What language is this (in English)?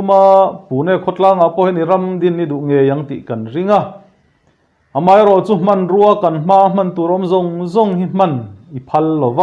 Mizo